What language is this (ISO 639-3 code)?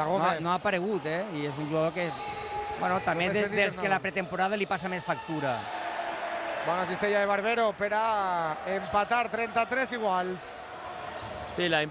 cat